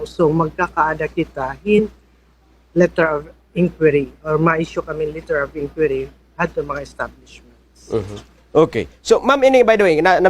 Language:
Waray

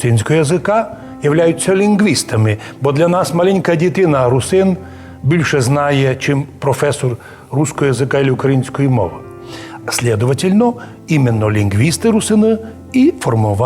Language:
Rusyn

